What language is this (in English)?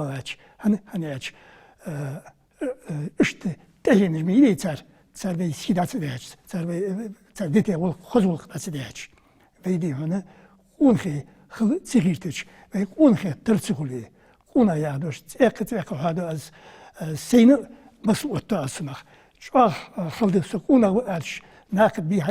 Ingush